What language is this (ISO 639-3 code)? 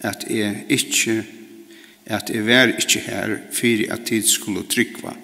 fao